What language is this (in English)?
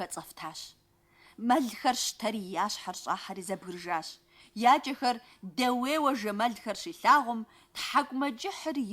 Kabardian